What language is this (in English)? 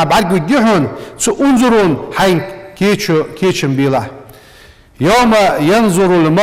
Ingush